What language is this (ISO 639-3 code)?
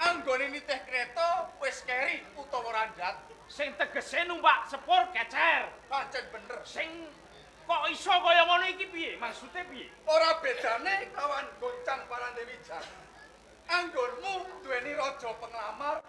jav